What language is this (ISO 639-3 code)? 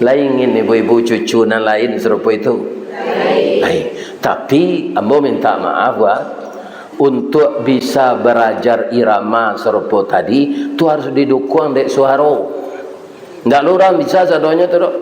min